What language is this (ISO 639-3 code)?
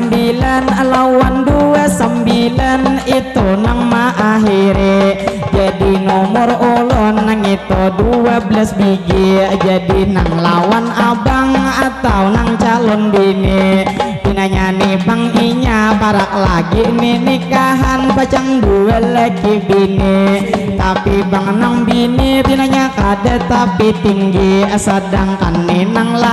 bjn